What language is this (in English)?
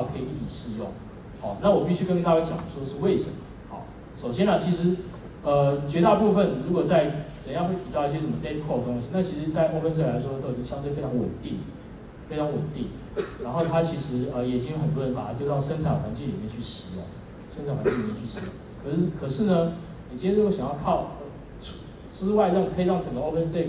Chinese